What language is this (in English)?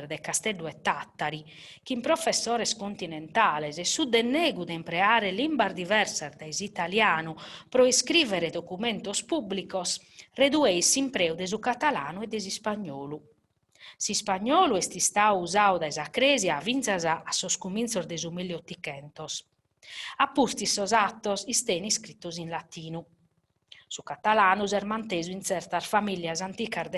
Sardinian